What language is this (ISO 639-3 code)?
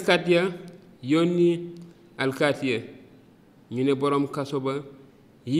wol